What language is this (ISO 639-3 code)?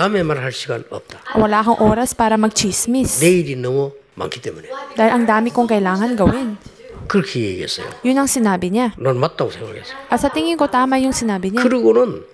fil